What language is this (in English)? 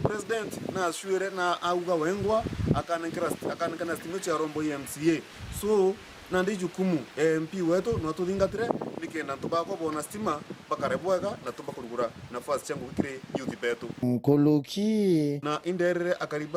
Meru